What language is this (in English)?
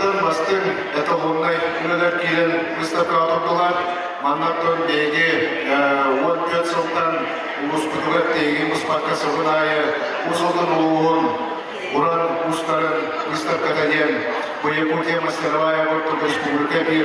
Yakut